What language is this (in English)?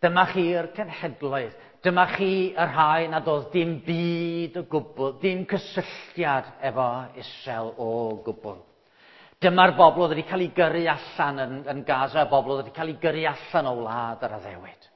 Welsh